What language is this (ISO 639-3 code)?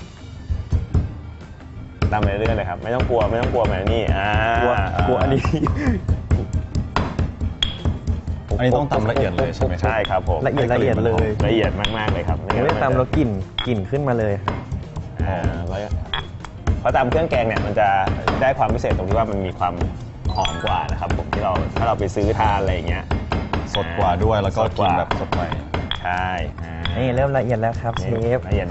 tha